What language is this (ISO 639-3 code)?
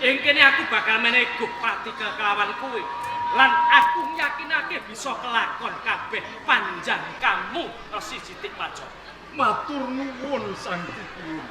jav